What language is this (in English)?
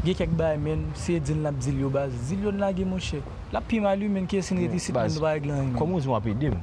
Haitian Creole